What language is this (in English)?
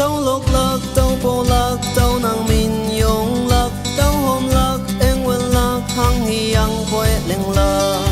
Naga Pidgin